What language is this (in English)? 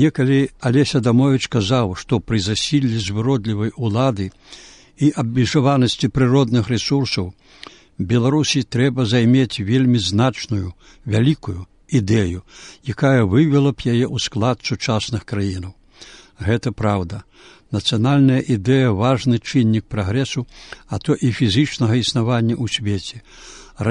Belarusian